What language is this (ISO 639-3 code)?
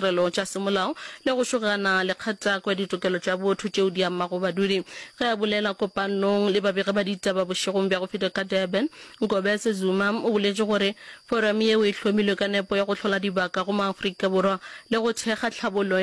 nso